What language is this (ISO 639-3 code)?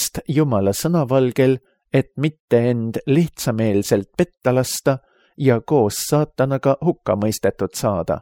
est